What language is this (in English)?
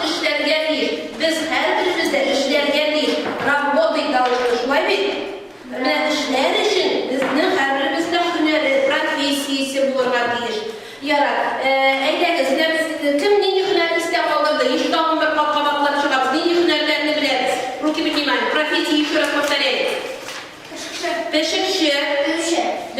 Tatar